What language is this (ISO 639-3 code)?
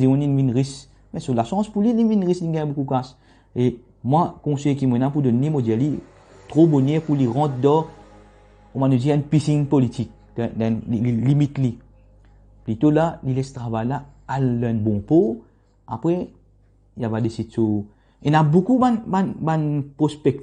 mfe